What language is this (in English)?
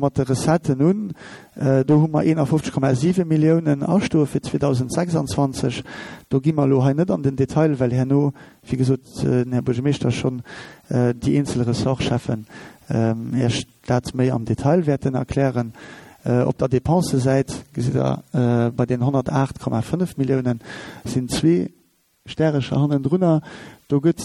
Luxembourgish